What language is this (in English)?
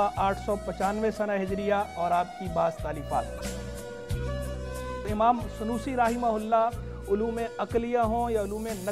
Urdu